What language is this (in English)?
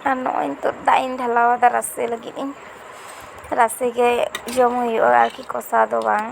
Santali